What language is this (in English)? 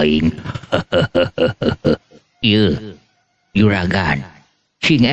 Sundanese